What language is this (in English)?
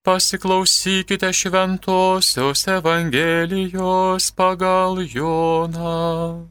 Lithuanian